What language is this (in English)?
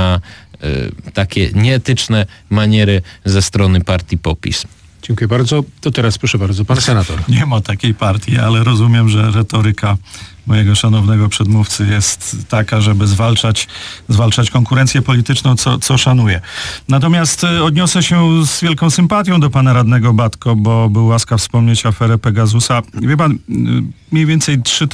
Polish